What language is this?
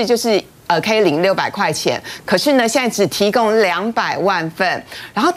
Chinese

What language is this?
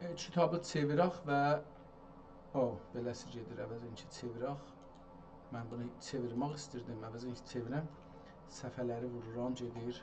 South Azerbaijani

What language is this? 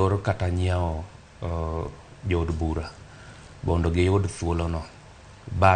Luo (Kenya and Tanzania)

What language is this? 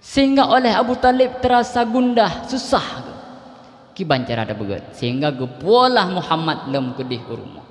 Achinese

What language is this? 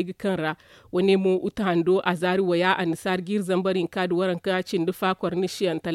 Zarma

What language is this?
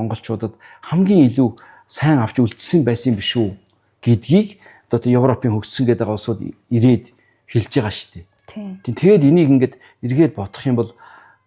Mongolian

